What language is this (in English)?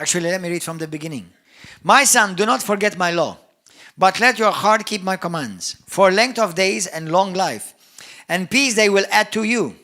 English